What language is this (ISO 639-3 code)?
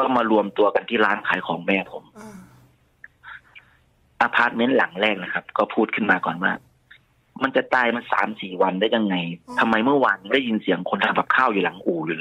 tha